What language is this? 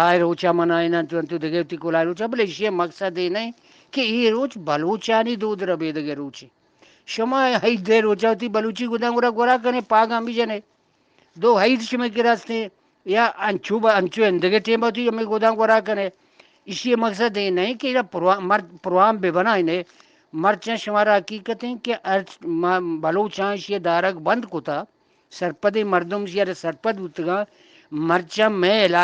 Eastern Balochi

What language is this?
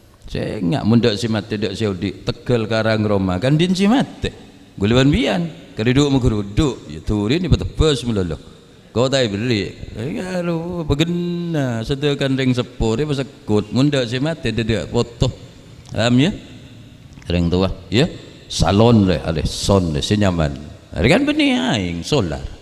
Madurese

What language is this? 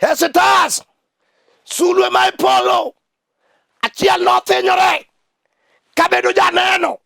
Luo (Kenya and Tanzania)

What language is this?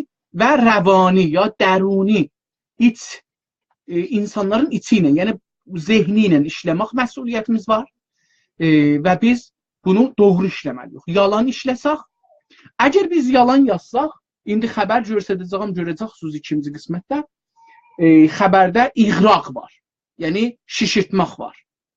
South Azerbaijani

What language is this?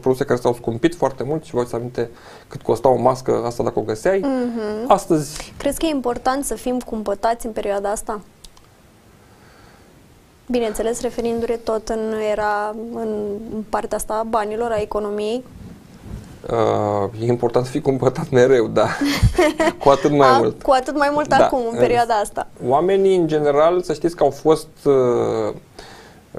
Romanian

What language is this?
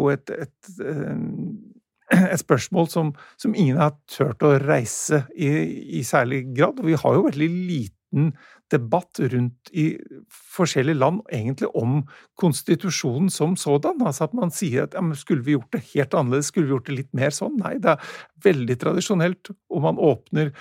Norwegian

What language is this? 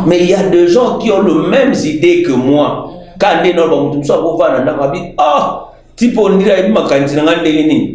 Lingala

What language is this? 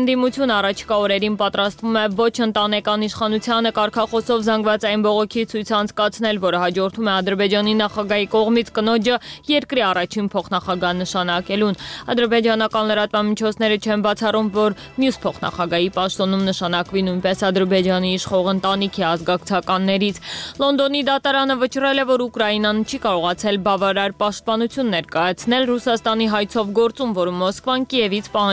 Armenian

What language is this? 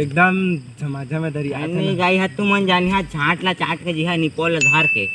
Chhattisgarhi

